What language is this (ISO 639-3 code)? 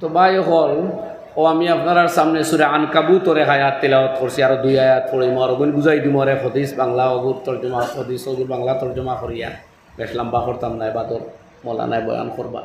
syl